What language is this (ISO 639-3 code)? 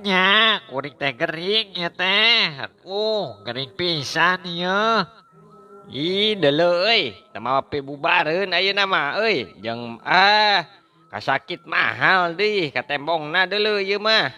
sun